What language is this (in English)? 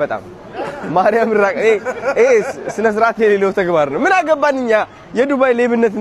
Amharic